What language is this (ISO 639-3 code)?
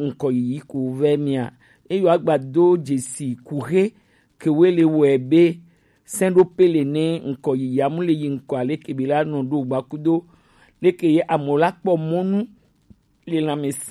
gej